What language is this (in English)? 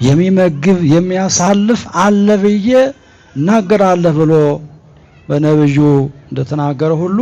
Amharic